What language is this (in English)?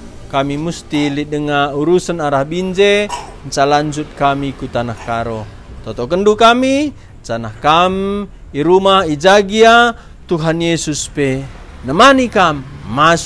Batak Karo